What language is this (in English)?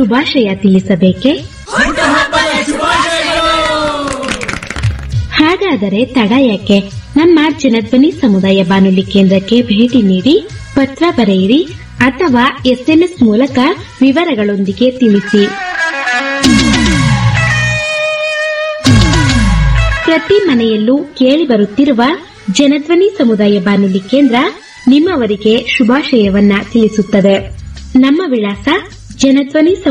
Kannada